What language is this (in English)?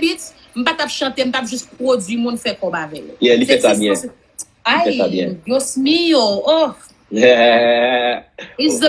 Haitian Creole